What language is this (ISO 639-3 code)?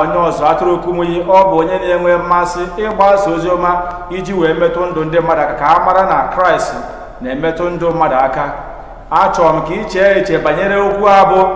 ibo